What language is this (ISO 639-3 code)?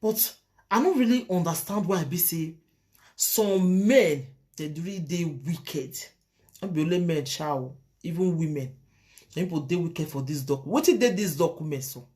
pcm